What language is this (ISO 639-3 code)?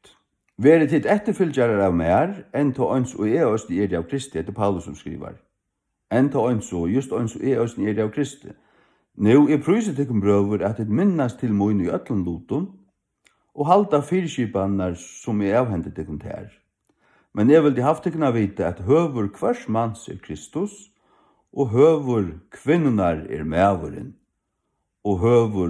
fao